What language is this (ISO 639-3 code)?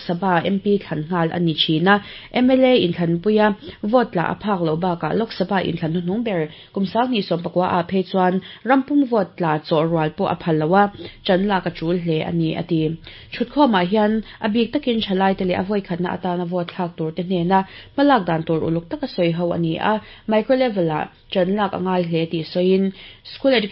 lus